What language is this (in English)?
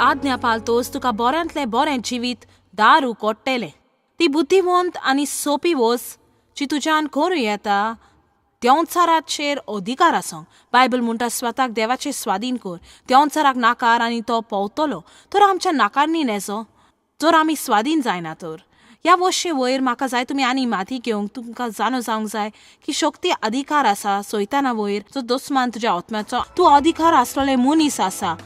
Konkani